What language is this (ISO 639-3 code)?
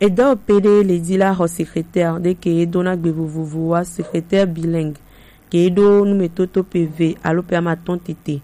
gej